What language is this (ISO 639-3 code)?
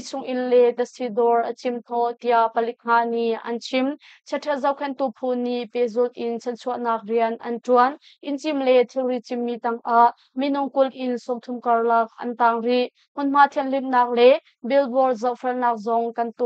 cnh